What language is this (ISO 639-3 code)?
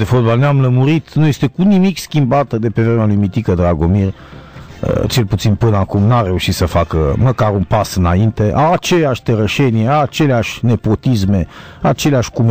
ron